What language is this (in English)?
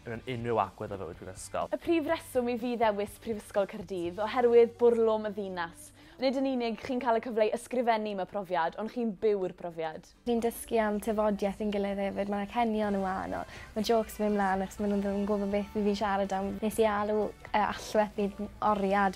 Welsh